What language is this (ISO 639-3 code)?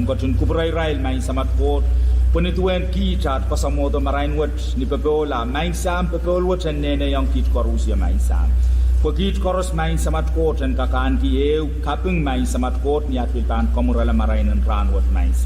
pon